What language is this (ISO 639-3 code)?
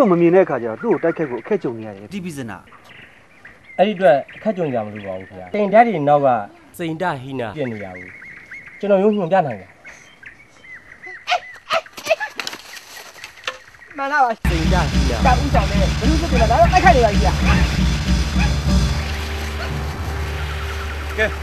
mya